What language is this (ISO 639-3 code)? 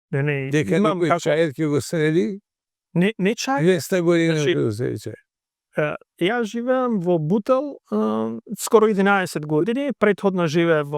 mkd